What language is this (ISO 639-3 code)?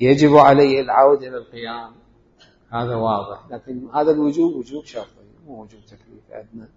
acm